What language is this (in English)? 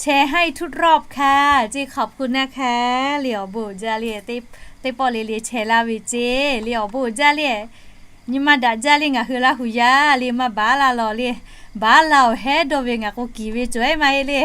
Lahu